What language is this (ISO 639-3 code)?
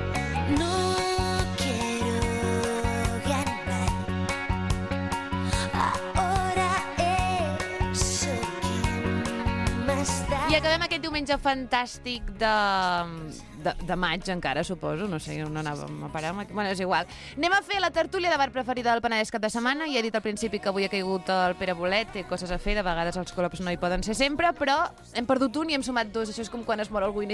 cat